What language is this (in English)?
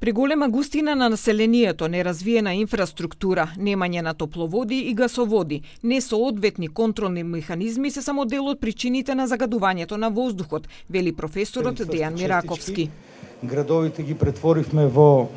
Macedonian